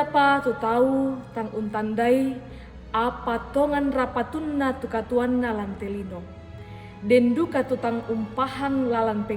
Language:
Toraja-Sa'dan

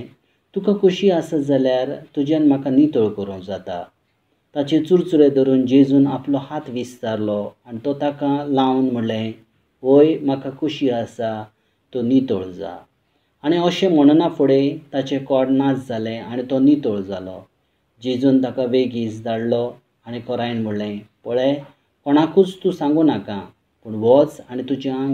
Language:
Konkani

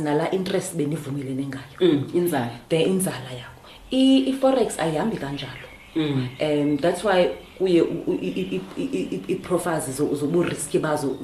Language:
Xhosa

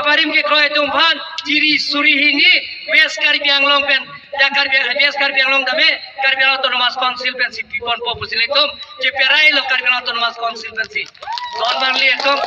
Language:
Karbi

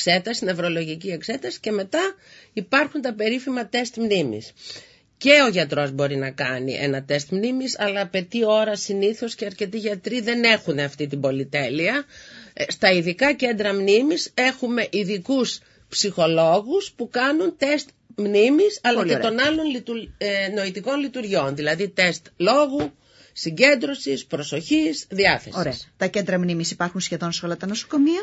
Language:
Greek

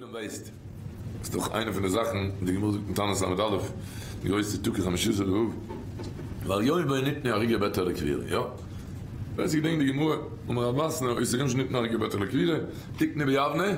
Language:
Yiddish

